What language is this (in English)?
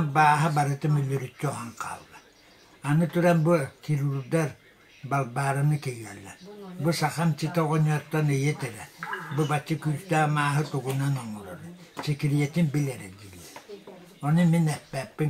Yakut